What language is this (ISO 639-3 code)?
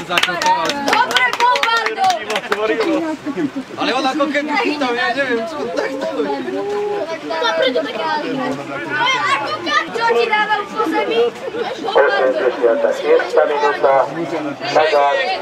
slk